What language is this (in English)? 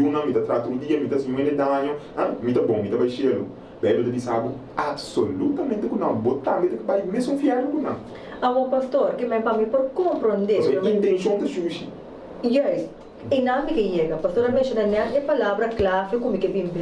Papiamento